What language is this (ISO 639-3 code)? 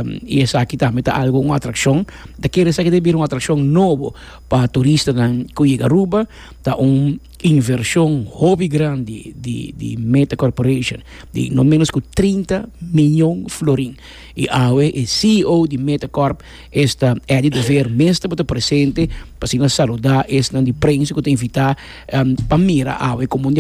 pap